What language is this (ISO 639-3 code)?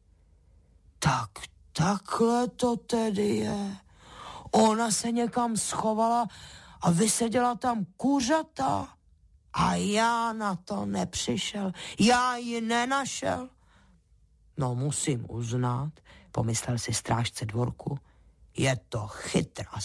ces